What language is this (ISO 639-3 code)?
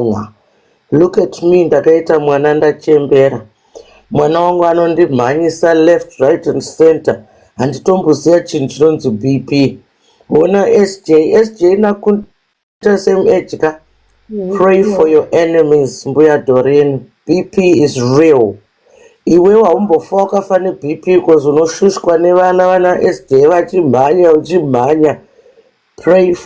sna